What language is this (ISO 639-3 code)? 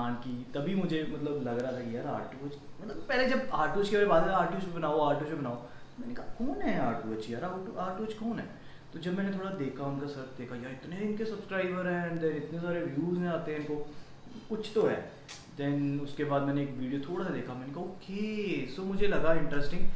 hin